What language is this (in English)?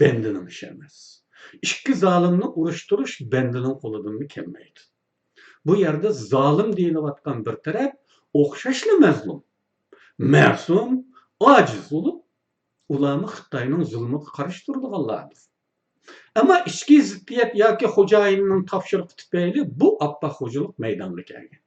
Uyghur